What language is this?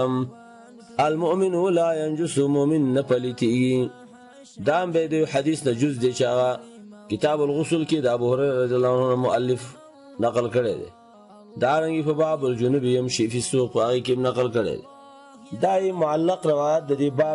Pashto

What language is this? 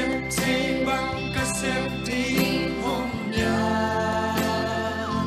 Tedim Chin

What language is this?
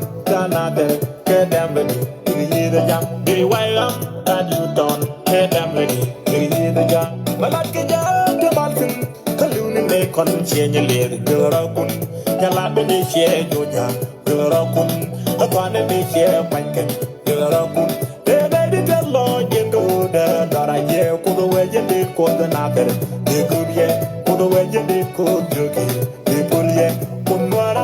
Nuer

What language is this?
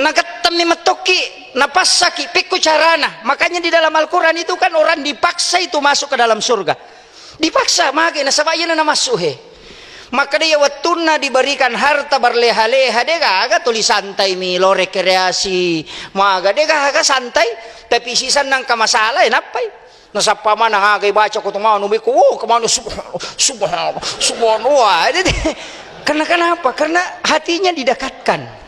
Buginese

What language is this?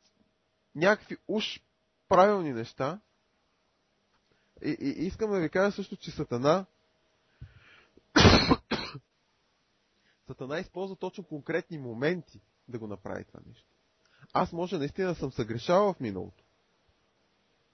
Bulgarian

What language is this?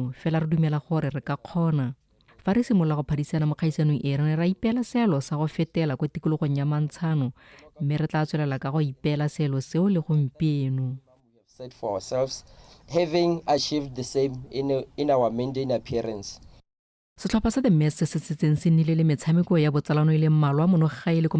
Tswana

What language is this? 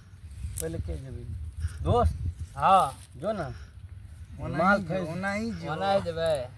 Maithili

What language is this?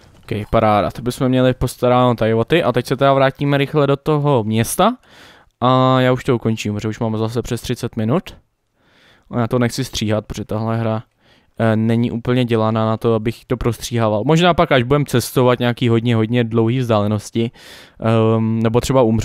Czech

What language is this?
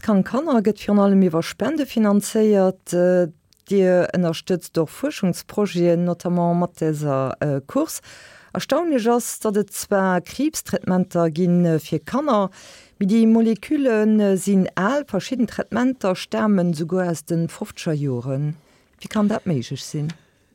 Luxembourgish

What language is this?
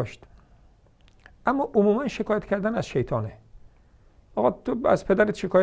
Persian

